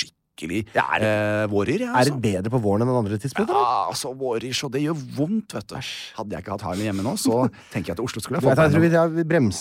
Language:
Norwegian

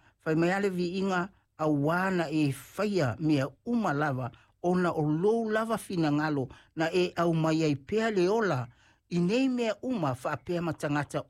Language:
Samoan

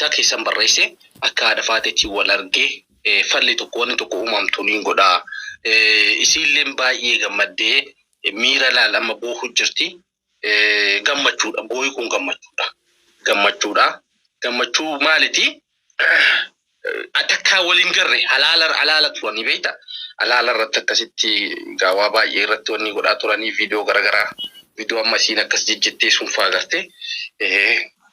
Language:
Oromo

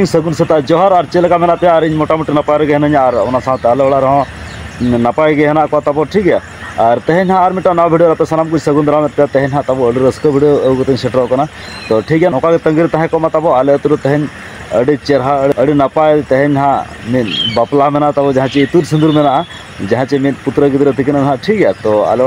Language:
Santali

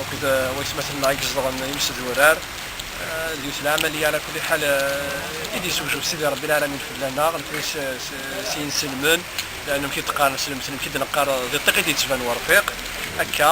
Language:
Kabyle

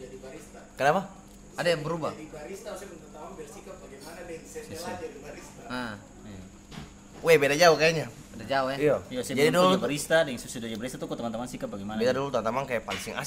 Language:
Ambonese Malay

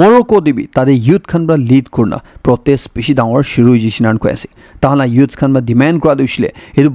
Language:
Naga Pidgin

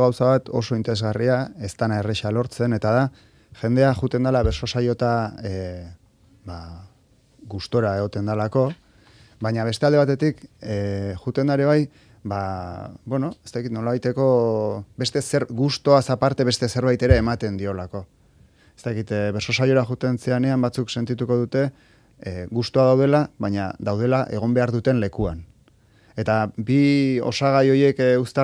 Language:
Basque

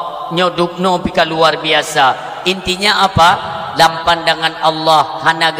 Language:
Achinese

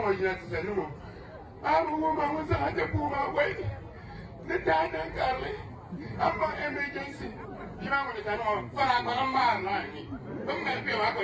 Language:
Dagbani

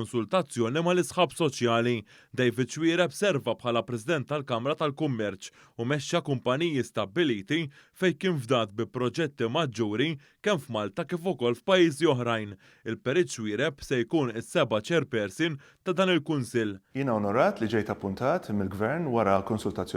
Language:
Maltese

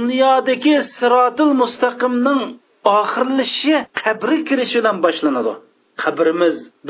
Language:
Uyghur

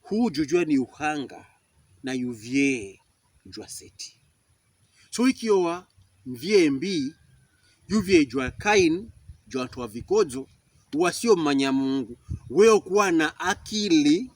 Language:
Pokomo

